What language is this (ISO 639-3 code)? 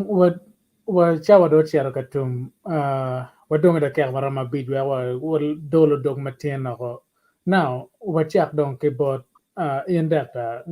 ach